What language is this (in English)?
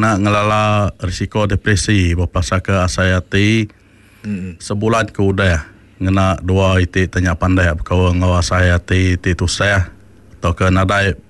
Iban